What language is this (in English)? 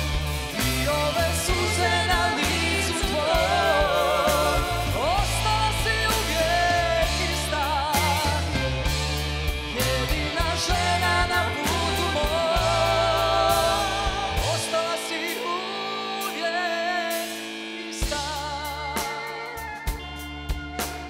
Croatian